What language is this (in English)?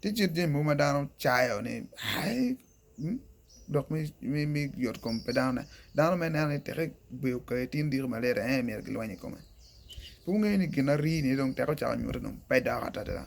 Acoli